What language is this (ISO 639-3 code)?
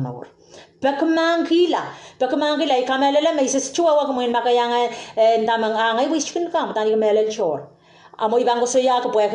pon